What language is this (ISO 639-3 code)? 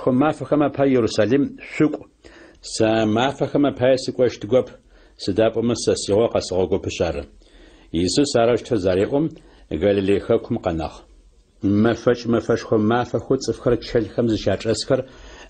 ady